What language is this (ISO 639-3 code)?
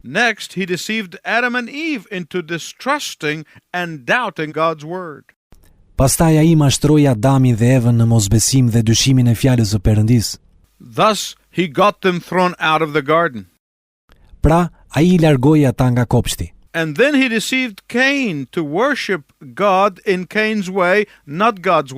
sqi